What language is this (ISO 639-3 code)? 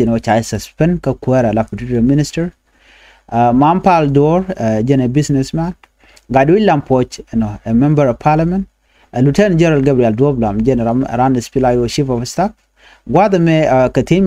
nus